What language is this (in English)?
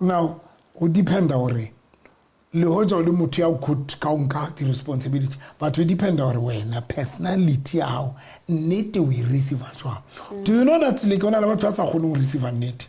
Southern Sotho